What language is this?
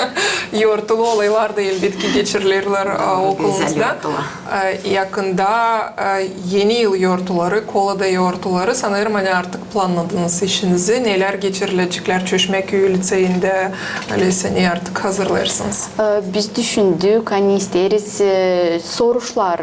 Gagauz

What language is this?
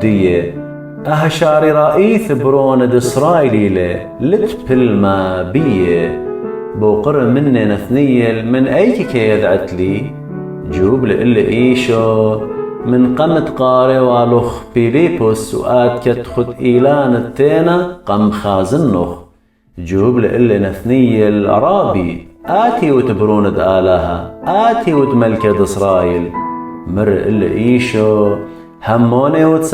Assyrian Neo-Aramaic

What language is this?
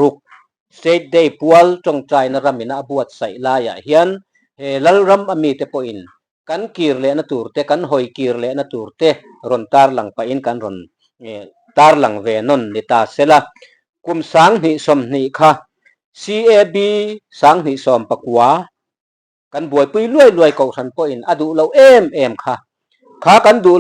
Mizo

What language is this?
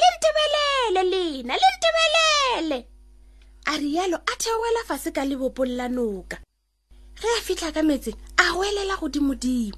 Northern Sotho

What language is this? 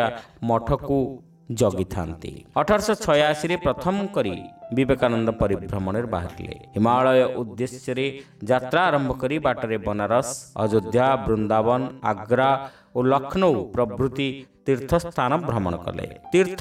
Odia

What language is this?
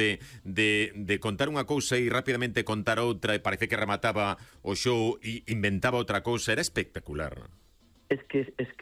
Galician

